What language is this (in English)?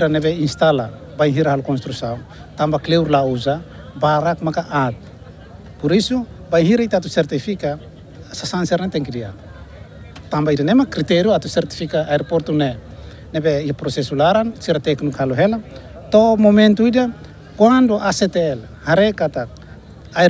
Tetum